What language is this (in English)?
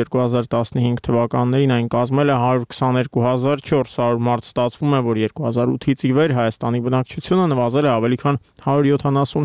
Armenian